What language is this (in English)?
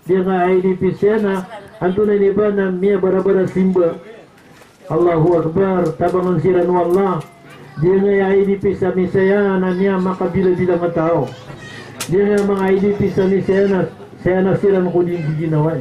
Maranao